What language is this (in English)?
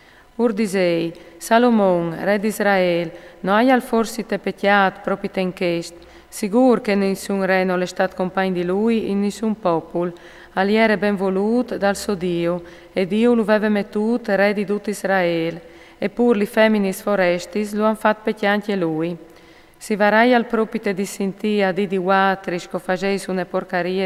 Friulian